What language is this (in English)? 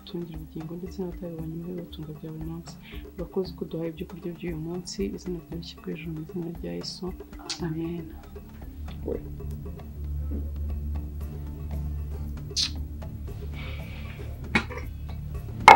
Kinyarwanda